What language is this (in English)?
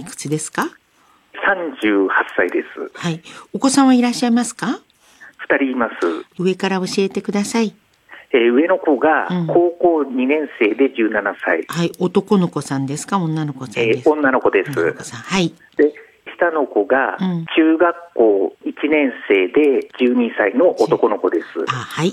Japanese